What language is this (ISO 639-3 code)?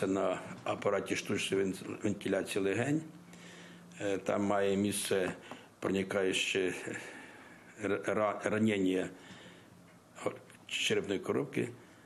ukr